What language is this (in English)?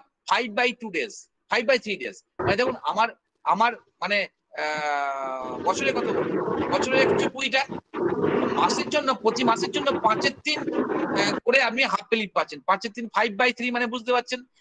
Bangla